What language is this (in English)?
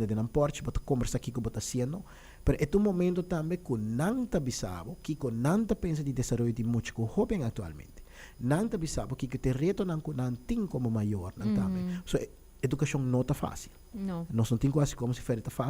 Papiamento